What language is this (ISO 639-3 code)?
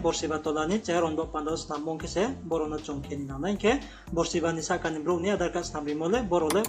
ria